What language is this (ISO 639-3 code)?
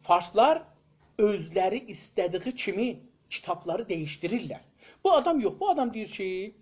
azb